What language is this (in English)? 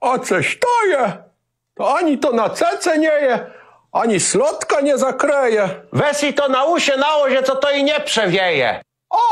Kashubian